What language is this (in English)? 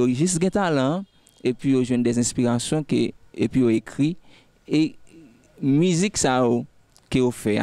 Haitian Creole